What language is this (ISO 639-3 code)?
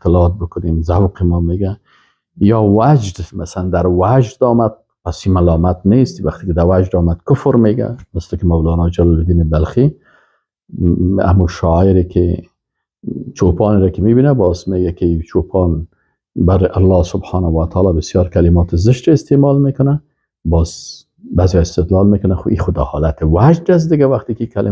fas